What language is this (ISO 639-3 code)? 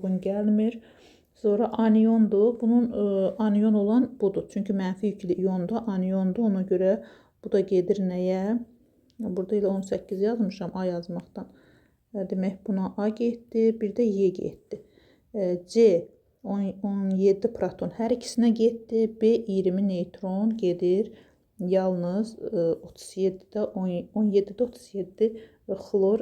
aze